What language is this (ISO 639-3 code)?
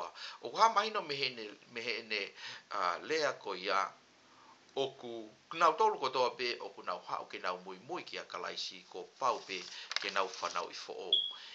ton